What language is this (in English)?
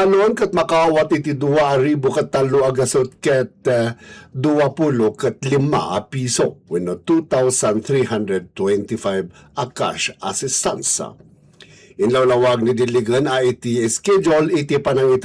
Iloko